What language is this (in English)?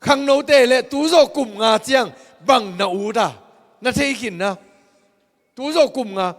Tedim Chin